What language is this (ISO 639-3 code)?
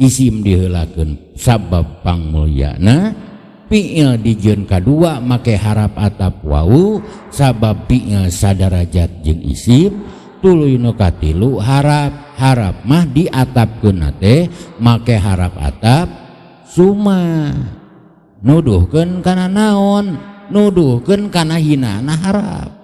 sun